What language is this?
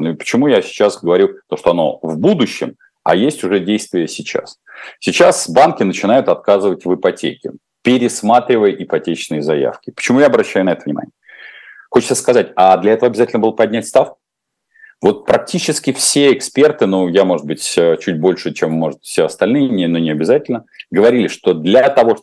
Russian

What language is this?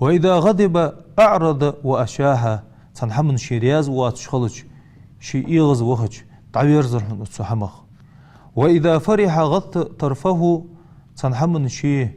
Ingush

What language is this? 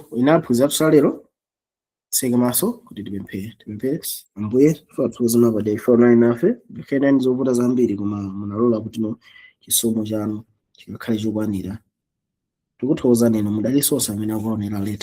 Nyanja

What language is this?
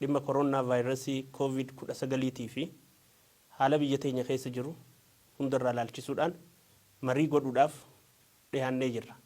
Oromo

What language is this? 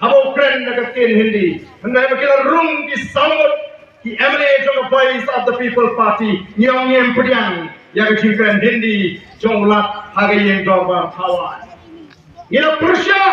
Khasi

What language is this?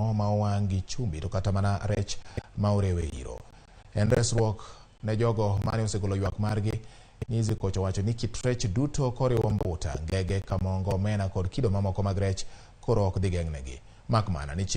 Luo (Kenya and Tanzania)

